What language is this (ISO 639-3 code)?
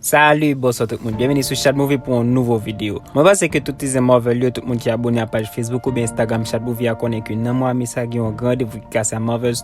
hat